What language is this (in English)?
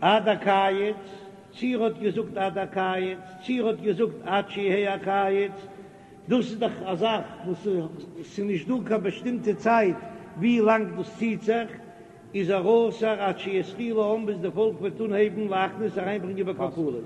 Yiddish